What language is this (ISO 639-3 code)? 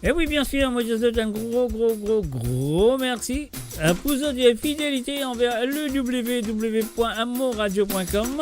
mfe